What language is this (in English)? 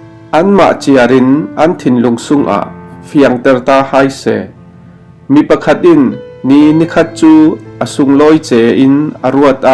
Falam Chin